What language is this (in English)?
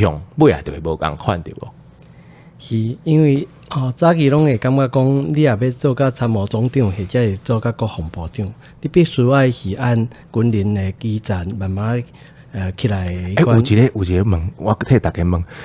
Min Nan Chinese